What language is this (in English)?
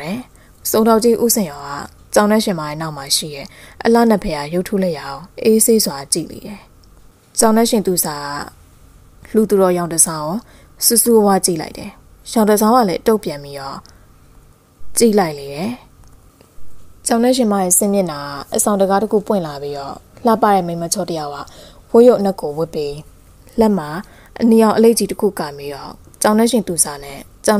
Burmese